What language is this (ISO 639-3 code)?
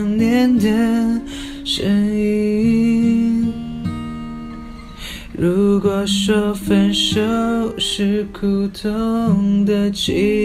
zho